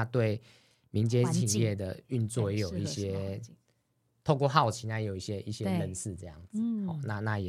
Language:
Chinese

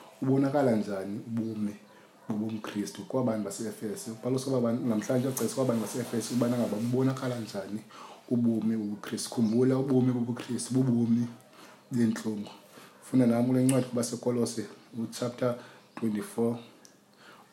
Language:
Xhosa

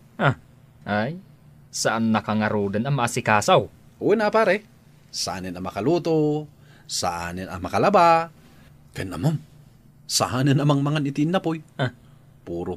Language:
Iloko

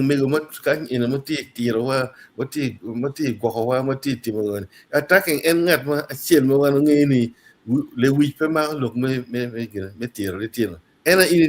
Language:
Acoli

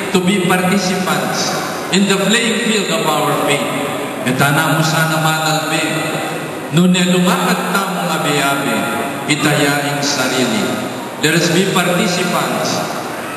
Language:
Pampanga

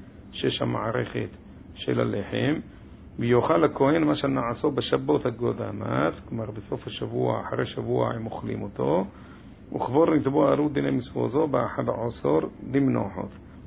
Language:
Hebrew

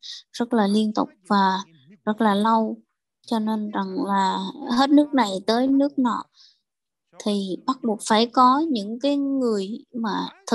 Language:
Vietnamese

